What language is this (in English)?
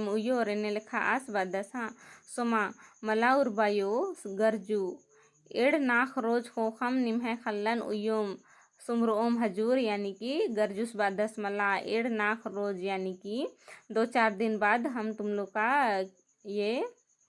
Kurukh